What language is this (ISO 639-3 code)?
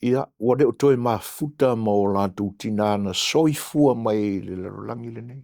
smo